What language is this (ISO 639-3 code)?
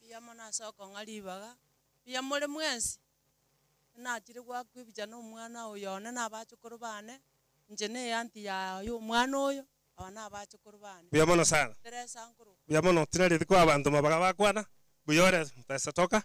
guz